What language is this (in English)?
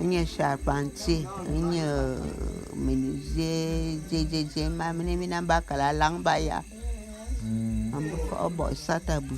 Bulu